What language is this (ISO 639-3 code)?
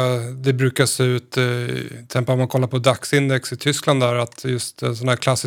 swe